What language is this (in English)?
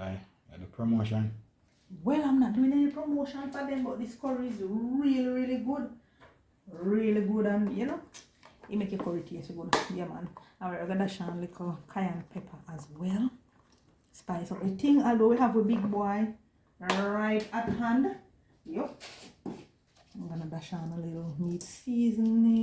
Jamaican Creole English